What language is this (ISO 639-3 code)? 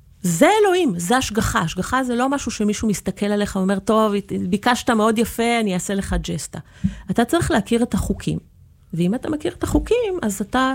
heb